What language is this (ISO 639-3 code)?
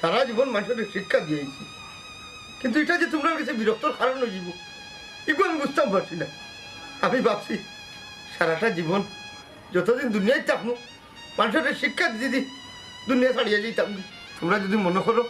syl